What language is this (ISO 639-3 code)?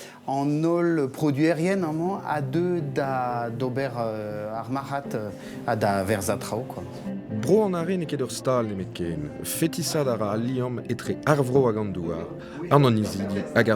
bre